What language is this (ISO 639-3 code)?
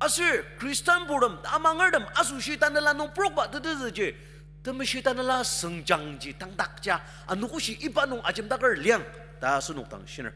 njo